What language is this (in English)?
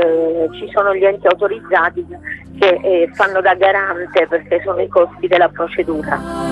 Italian